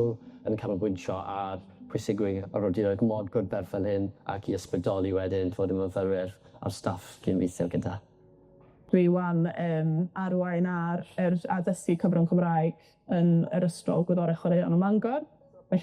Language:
Welsh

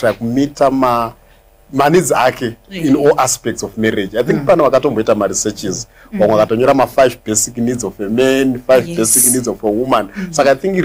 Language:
Shona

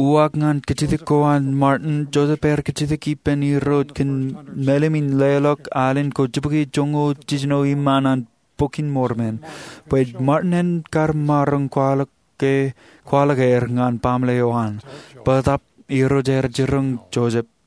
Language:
Marshallese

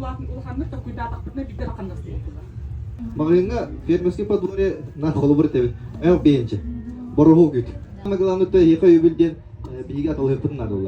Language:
Yakut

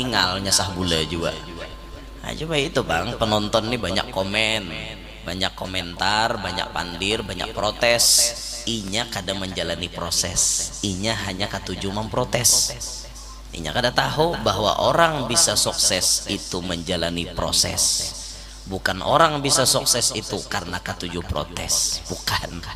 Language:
Banjar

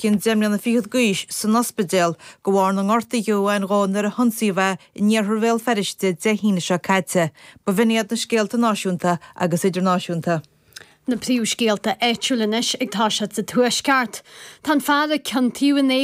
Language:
Irish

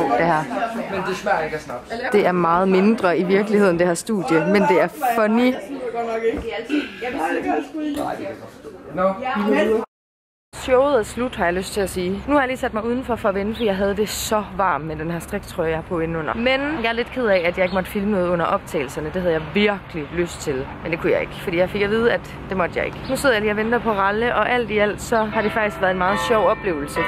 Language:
Danish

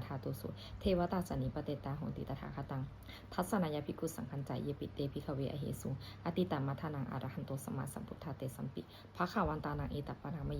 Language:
Pali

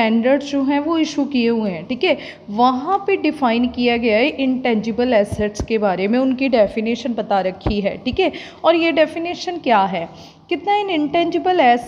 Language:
Hindi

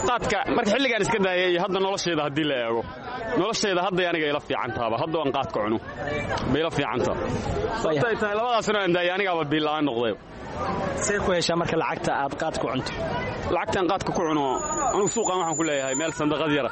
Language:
Somali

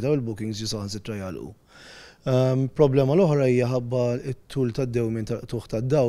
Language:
Maltese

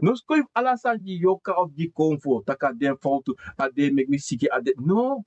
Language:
Sranan Tongo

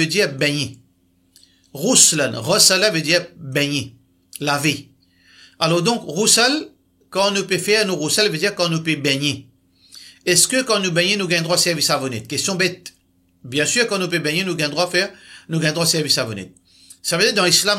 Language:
Morisyen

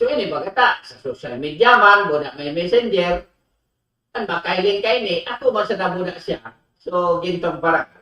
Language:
Bikol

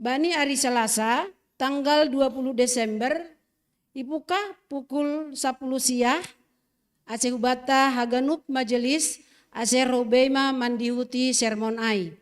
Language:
Batak Simalungun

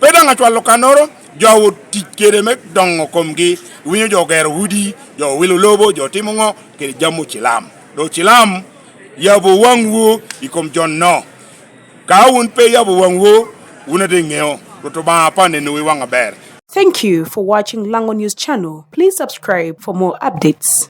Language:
Lango (Uganda)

